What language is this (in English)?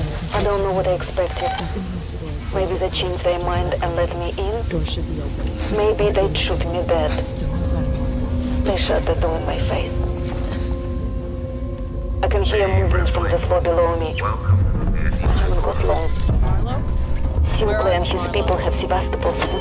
English